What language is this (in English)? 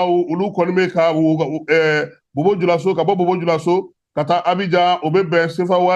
Bambara